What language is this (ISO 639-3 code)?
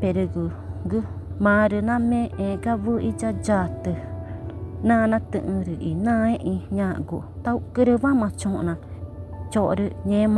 tca